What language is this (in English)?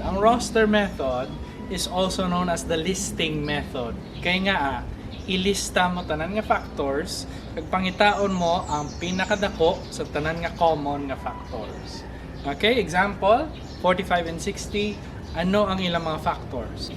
Hiligaynon